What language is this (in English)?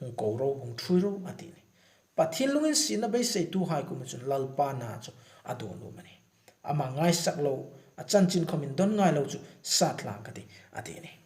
Hmar